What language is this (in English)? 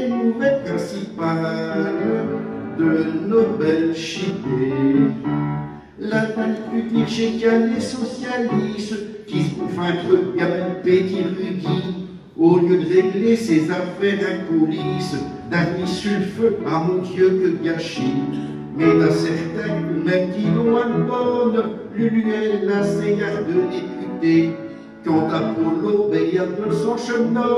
Picard